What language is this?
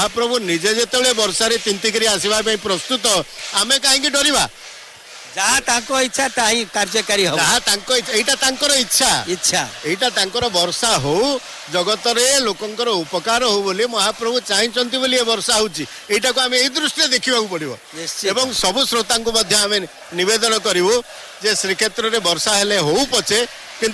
Odia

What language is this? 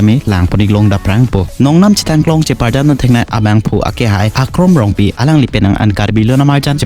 Karbi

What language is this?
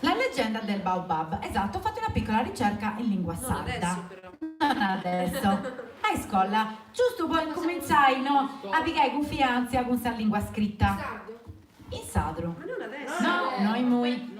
Sardinian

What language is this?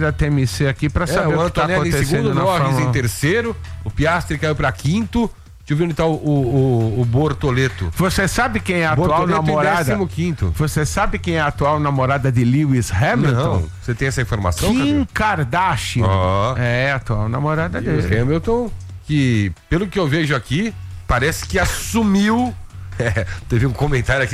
Portuguese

